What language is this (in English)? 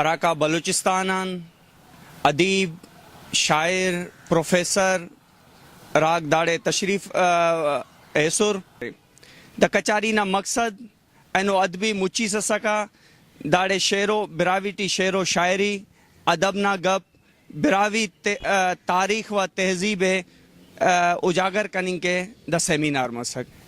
Brahui